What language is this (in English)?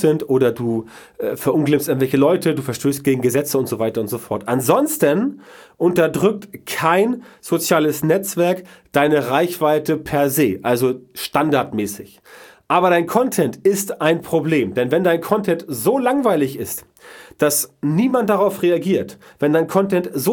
German